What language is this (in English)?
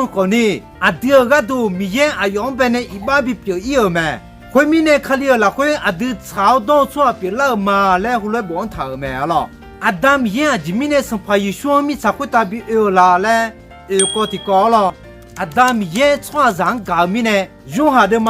Akha